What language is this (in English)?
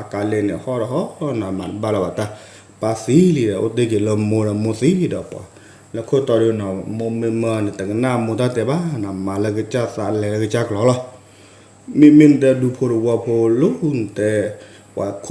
S'gaw Karen